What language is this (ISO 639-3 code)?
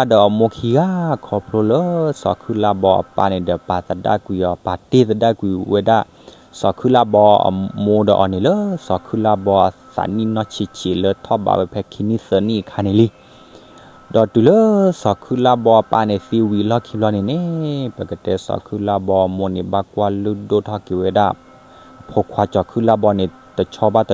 ksw